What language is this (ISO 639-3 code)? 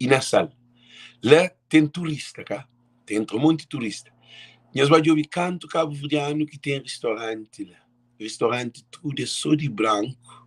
kea